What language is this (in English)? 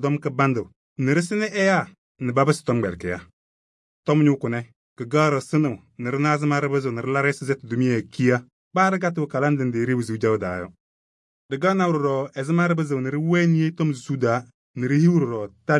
Kabiyè